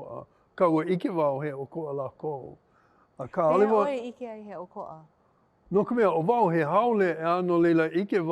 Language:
Hawaiian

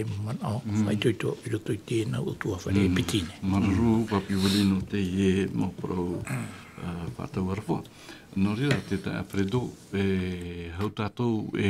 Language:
Tahitian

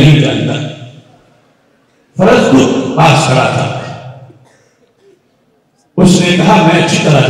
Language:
Urdu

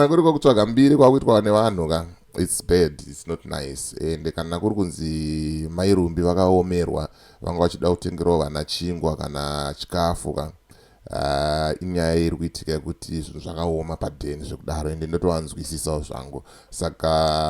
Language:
Shona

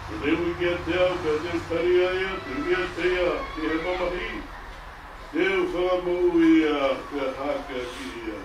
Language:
Tongan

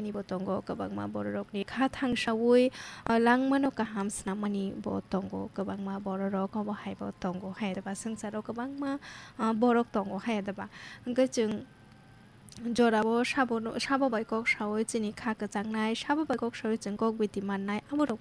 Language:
Kok Borok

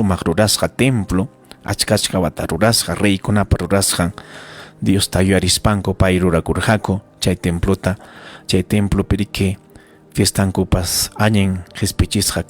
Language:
Ayacucho Quechua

